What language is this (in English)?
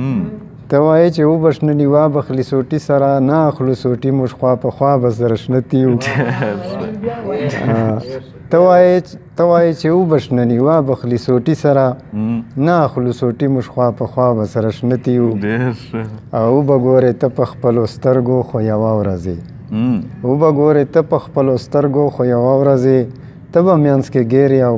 Pashto